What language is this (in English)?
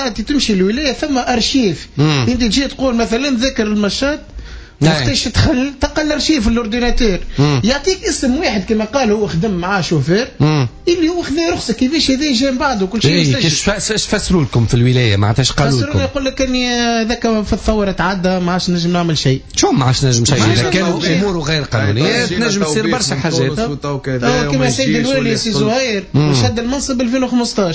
Tunisian Arabic